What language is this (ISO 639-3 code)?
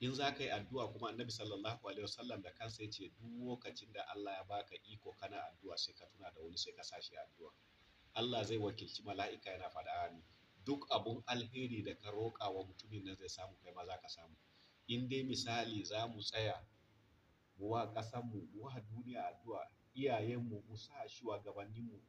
hau